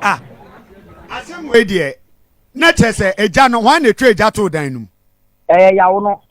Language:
Akan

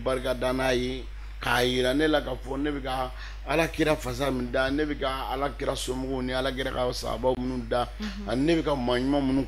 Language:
Bambara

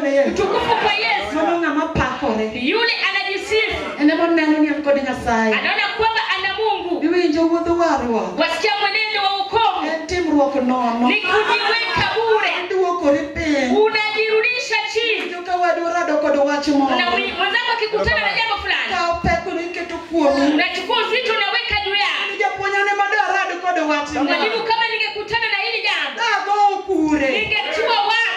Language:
Luo (Kenya and Tanzania)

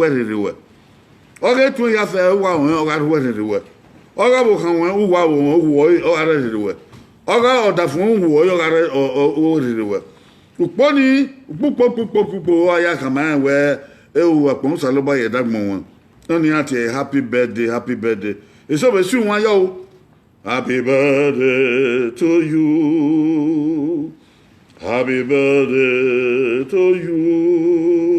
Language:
Bini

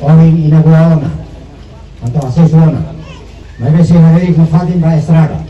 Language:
Tetum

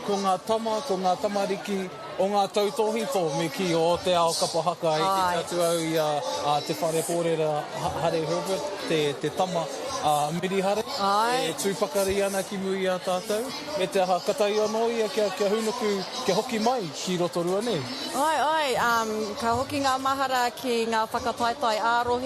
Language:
Māori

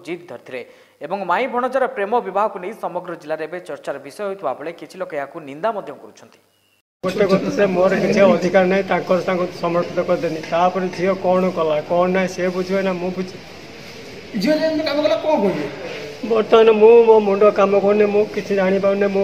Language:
Odia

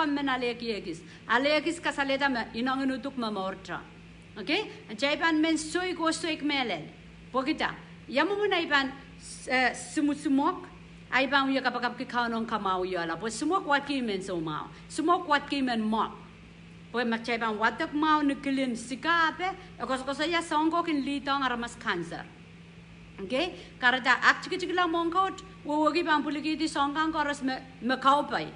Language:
Pohnpeian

